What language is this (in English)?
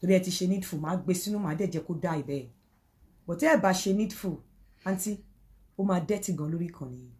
Yoruba